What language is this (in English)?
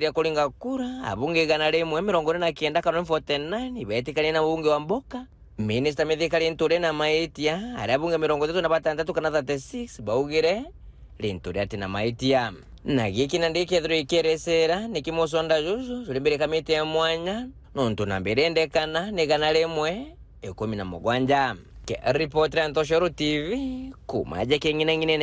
Meru